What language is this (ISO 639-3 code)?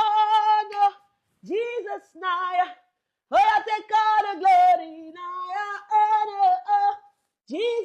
pcm